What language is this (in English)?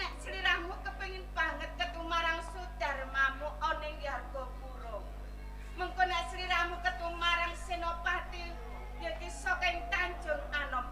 Javanese